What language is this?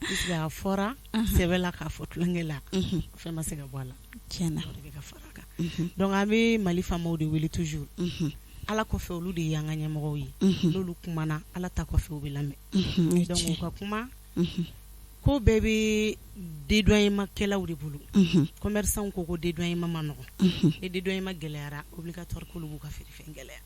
Bambara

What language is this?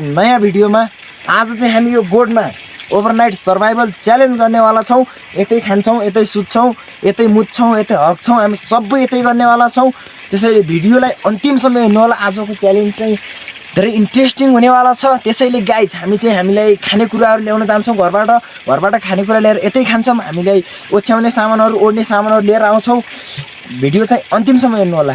Nepali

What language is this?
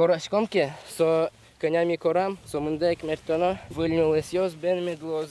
Udmurt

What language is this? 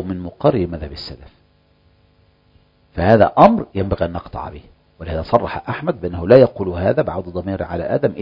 Arabic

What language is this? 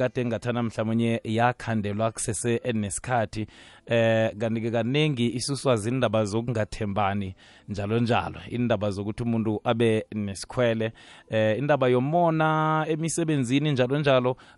South Ndebele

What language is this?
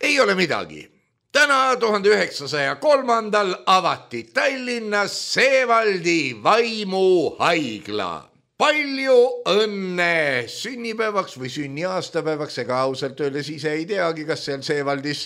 Estonian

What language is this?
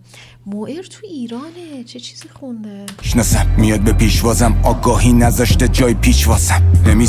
Persian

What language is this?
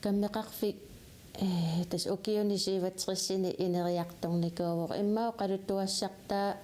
Kalaallisut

